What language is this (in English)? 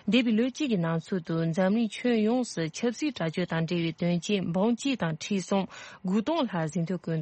Tibetan